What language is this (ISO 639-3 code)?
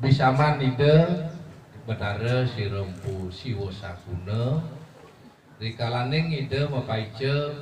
ban